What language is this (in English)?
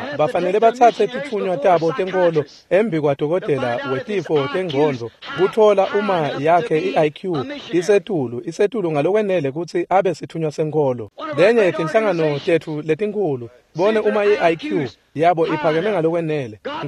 Swati